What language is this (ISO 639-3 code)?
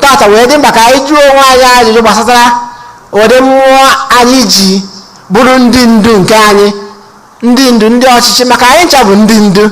ibo